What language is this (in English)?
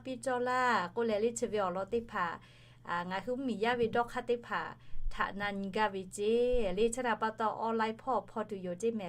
Lahu